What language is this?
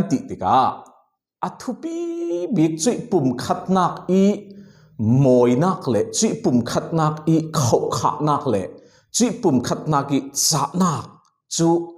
Falam Chin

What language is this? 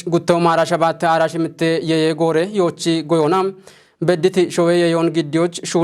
Kafa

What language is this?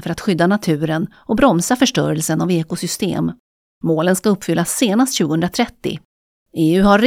Swedish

